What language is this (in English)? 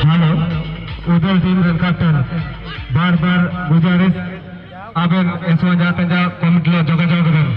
Santali